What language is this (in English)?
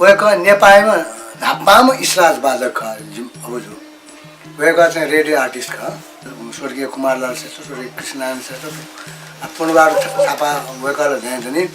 Newari